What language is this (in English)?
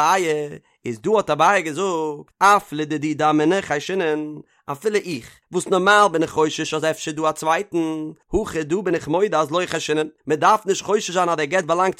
Yiddish